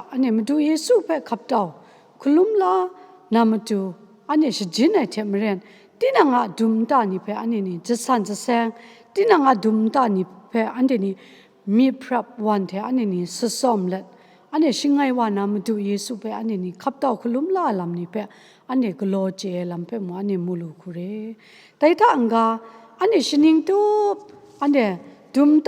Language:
Kachin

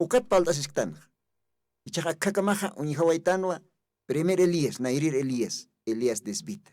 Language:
Aymara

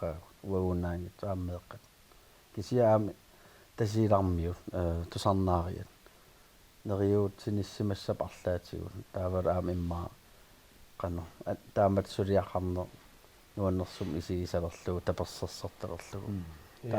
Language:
Kalaallisut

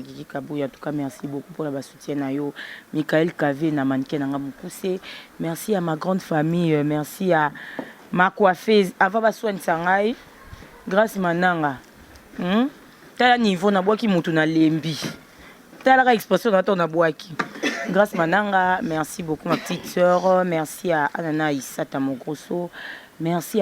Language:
Lingala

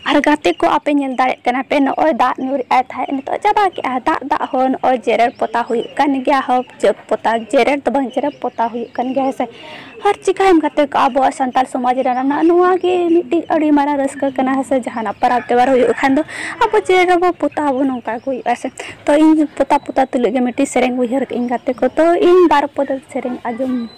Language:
Santali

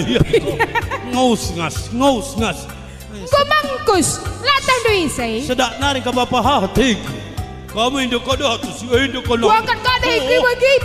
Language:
Batak Karo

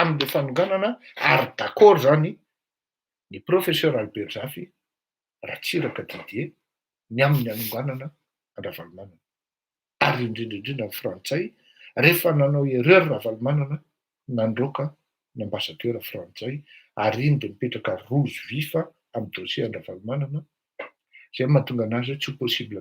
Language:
Malagasy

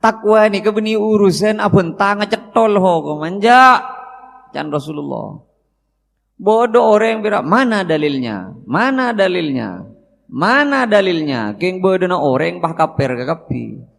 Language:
Madurese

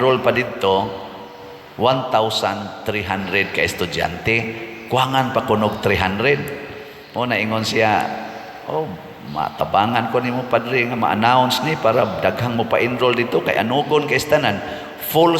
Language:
Cebuano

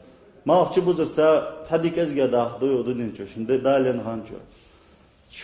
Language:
Ingush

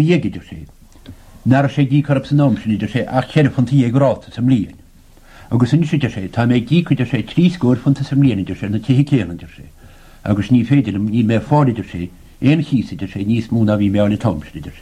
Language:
Irish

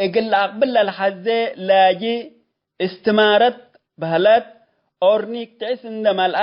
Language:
Tigre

